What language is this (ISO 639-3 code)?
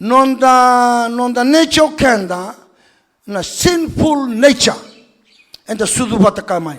fij